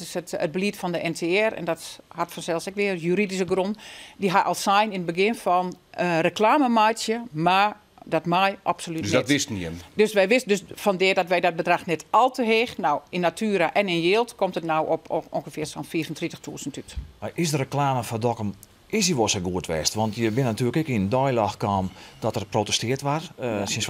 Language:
Western Frisian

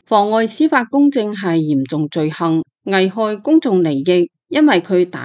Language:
Cantonese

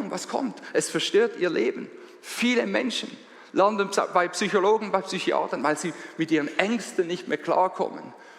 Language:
Swiss German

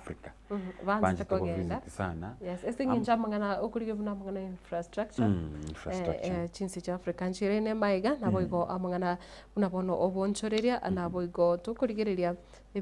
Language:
Gusii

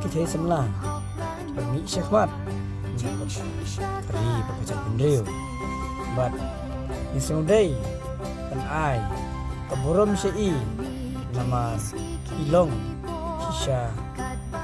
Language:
Khasi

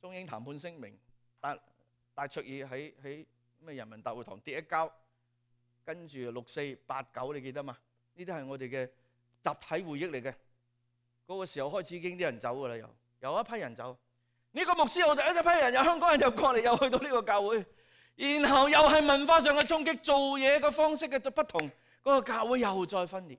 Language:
Cantonese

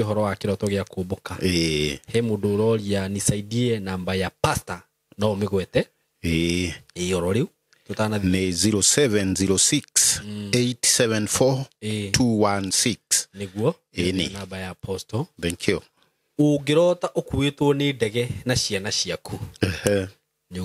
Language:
Kikuyu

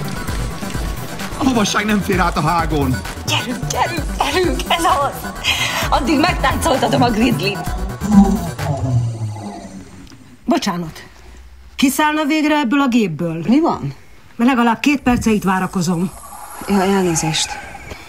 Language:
Hungarian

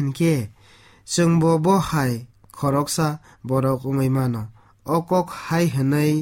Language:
Kok Borok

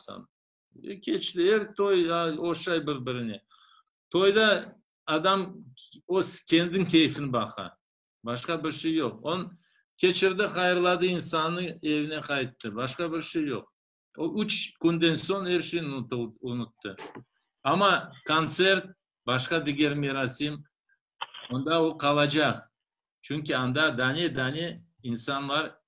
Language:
Crimean Tatar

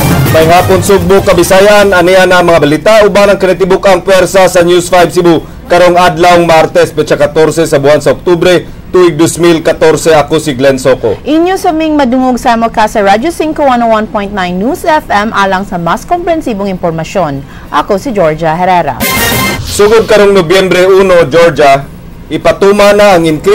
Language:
Cebuano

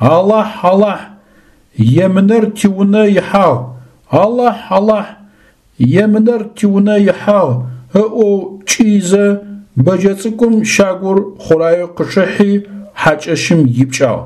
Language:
Adyghe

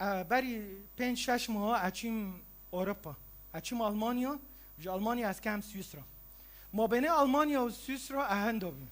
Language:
Kurdish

